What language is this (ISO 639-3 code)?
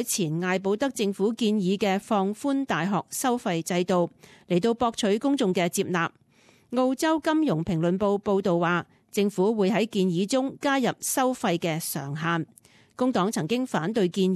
yue